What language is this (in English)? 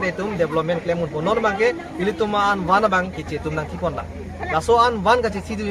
Karbi